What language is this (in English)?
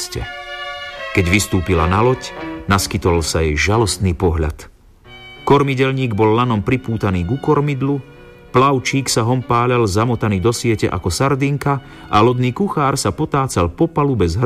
Slovak